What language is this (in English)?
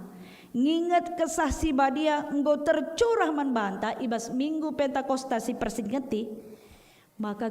Batak Karo